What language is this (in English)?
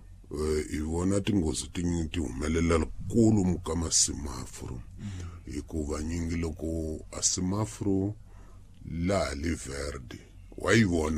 Tsonga